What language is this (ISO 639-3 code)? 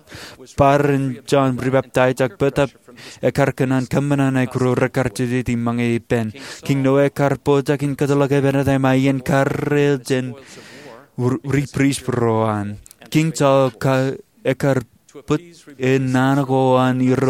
mah